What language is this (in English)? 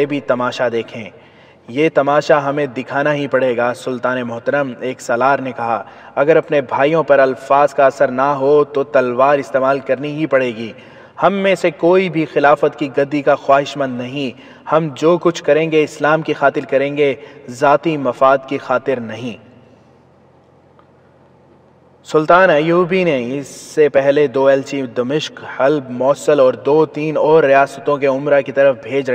Urdu